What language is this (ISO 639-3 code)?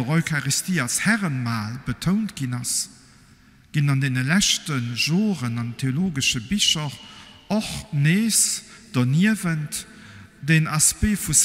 ltz